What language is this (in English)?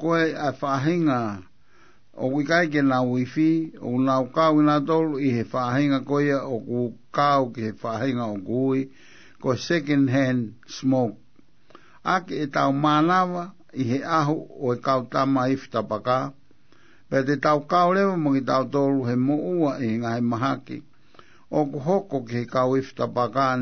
Tongan